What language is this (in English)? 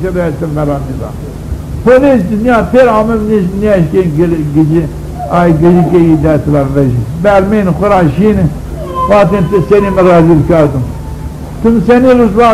Zaza